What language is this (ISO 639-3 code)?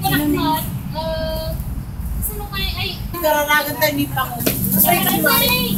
ilo